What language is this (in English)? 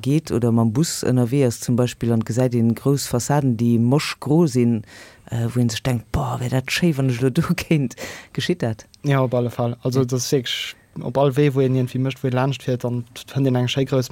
Luxembourgish